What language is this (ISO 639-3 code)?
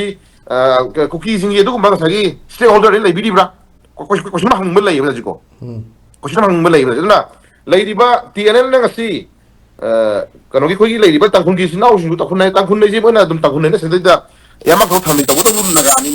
mni